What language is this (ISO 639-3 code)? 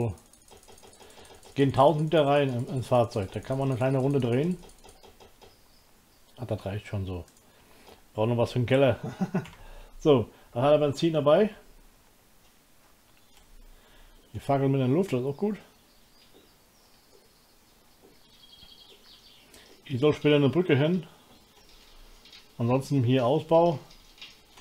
deu